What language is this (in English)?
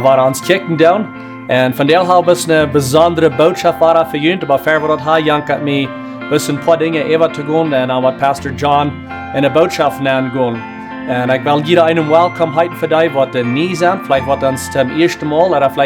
Plautdietsch